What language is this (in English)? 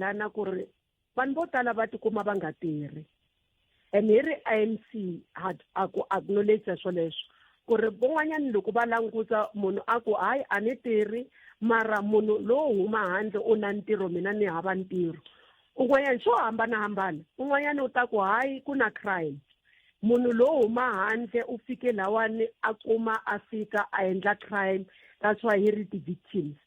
Tsonga